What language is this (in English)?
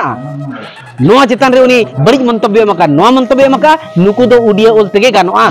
Santali